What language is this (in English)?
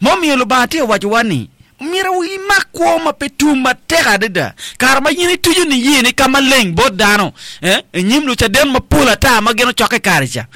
Acoli